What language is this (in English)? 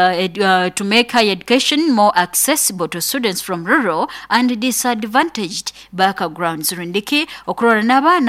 Nyoro